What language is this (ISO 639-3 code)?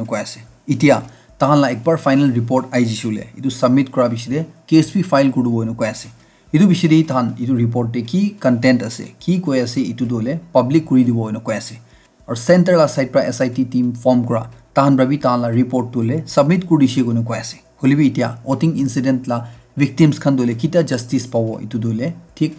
nag